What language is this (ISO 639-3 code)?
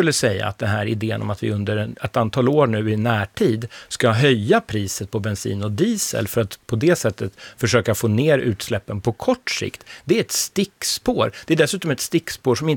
swe